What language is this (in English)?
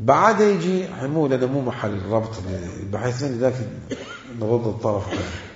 Mesopotamian Arabic